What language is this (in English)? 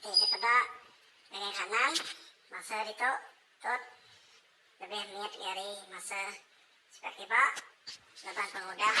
Iban